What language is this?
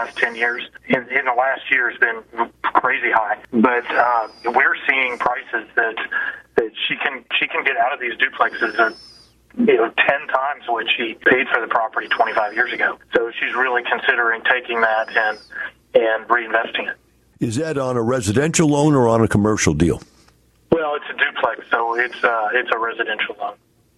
English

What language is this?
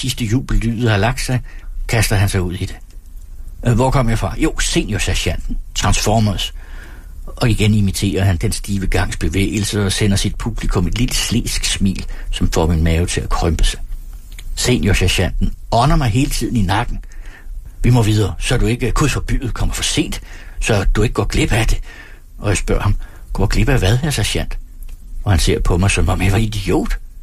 Danish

